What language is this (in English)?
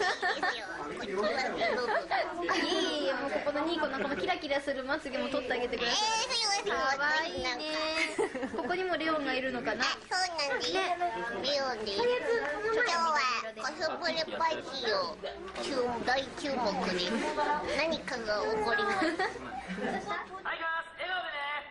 Japanese